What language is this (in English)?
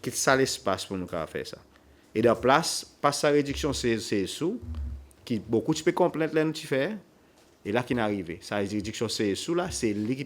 Seselwa Creole French